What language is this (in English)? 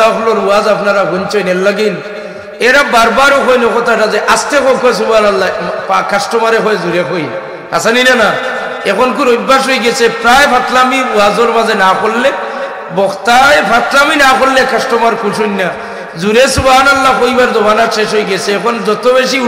Sylheti